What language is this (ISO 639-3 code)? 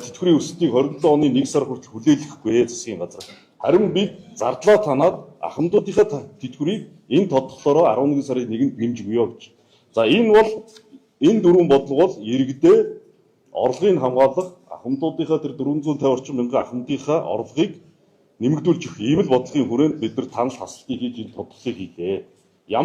mon